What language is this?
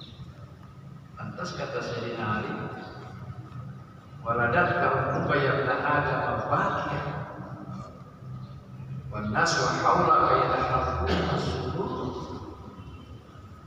Indonesian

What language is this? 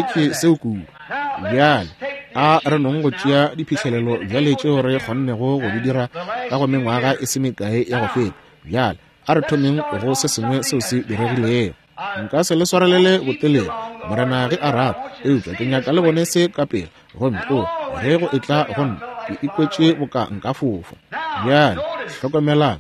Northern Sotho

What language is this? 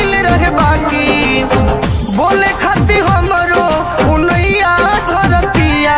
Bhojpuri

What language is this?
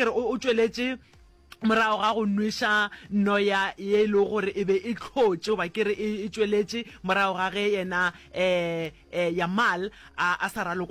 Northern Sotho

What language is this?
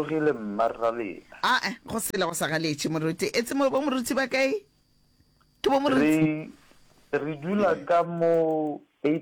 Northern Sotho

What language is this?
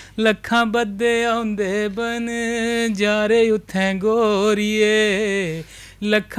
Dogri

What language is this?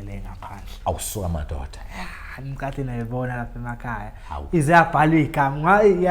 Zulu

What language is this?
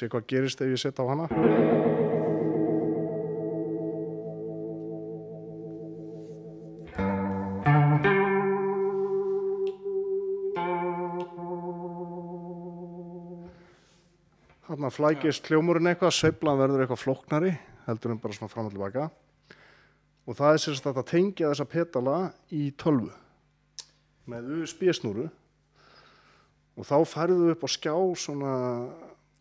Icelandic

